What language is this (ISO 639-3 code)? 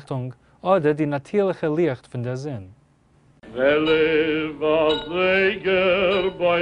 yid